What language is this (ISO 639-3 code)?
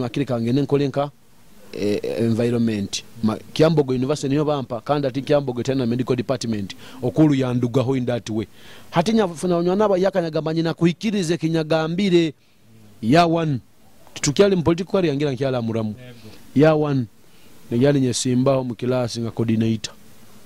nyo